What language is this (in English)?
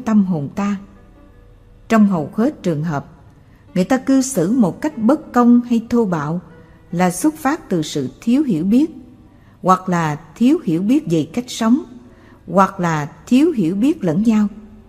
Vietnamese